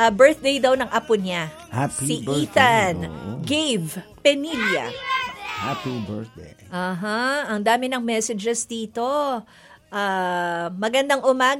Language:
Filipino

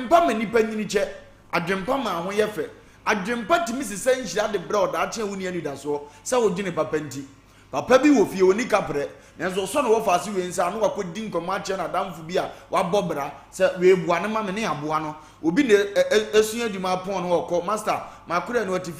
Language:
Akan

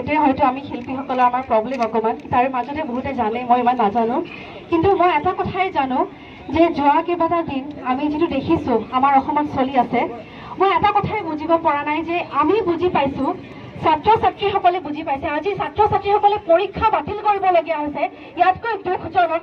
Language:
Assamese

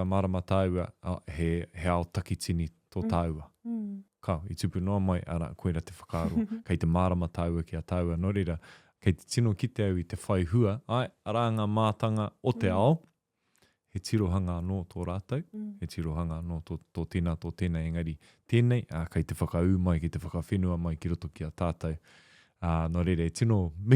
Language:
Māori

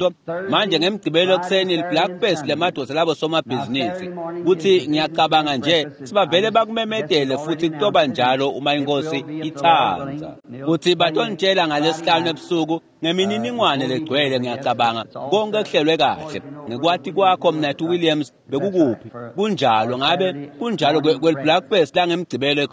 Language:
Swati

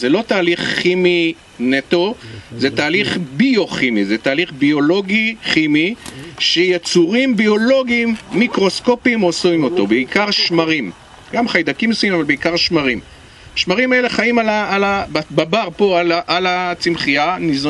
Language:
Hebrew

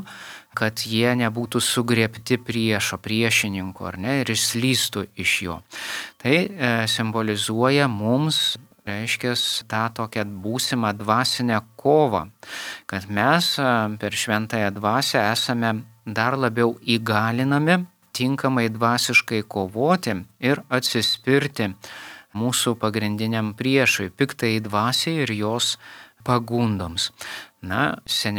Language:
Lithuanian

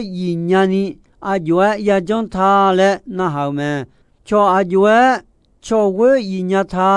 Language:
Akha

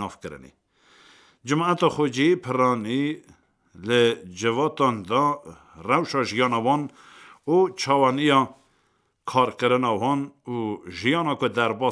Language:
Kurdish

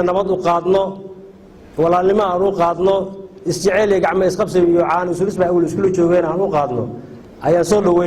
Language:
Somali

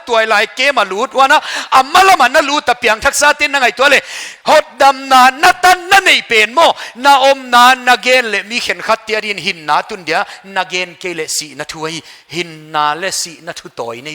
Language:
Paite Chin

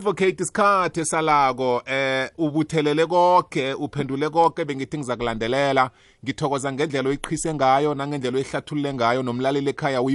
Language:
South Ndebele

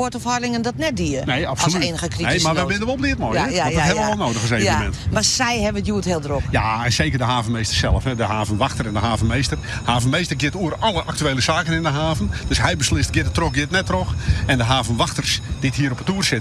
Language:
Western Frisian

